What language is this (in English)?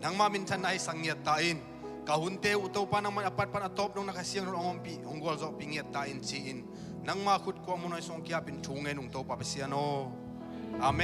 Tedim Chin